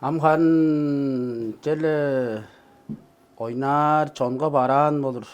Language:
Tuvinian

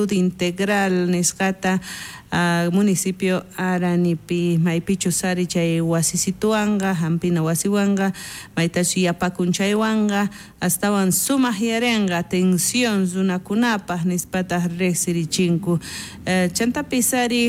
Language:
South Bolivian Quechua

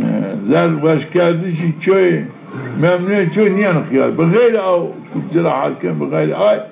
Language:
Zaza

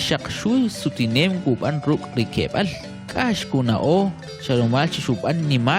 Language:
Kʼicheʼ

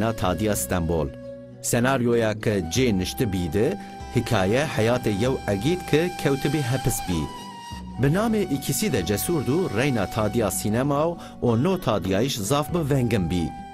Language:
Zaza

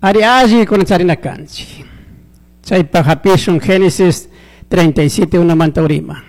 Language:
Chimborazo Highland Quichua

